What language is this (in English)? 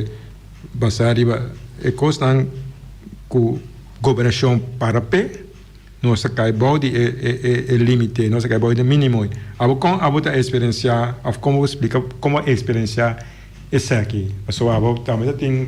Papiamento